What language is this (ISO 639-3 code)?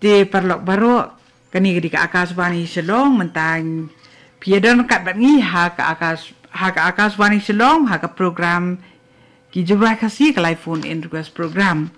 kha